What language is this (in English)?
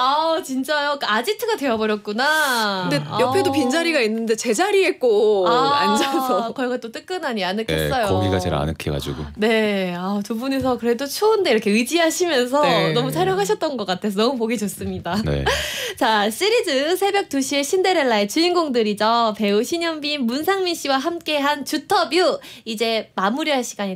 Korean